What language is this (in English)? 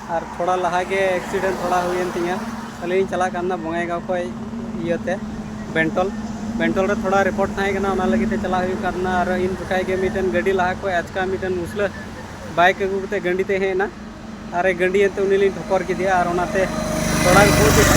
Santali